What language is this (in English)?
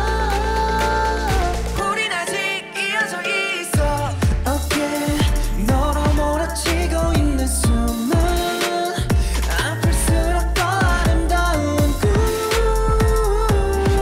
Korean